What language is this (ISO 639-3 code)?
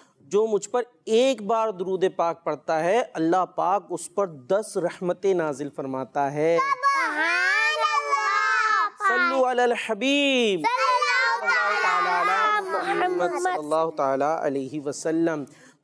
urd